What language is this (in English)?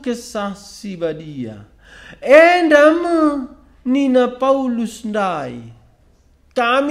Batak Karo